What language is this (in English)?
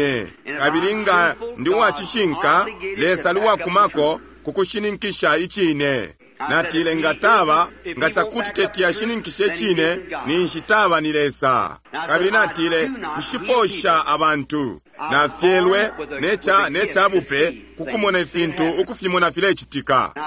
Bemba